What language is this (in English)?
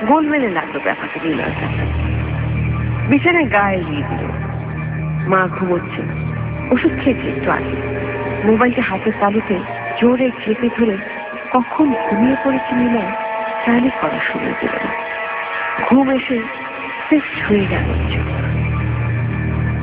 Bangla